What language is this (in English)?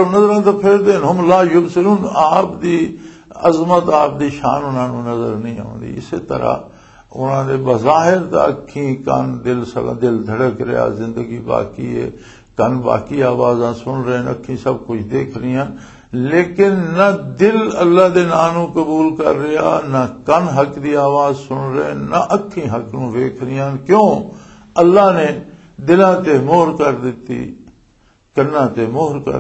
Western Panjabi